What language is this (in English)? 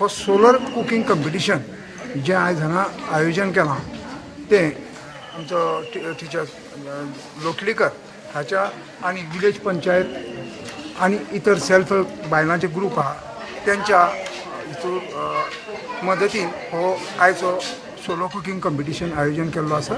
Konkani